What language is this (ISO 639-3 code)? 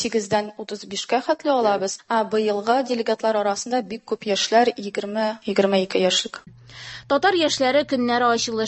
tat